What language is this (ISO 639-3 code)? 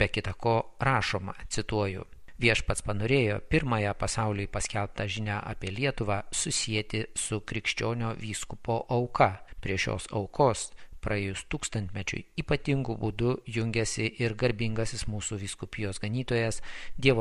lit